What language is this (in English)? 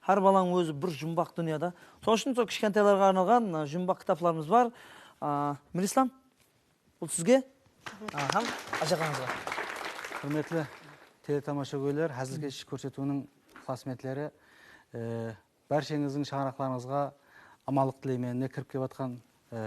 Kara-Kalpak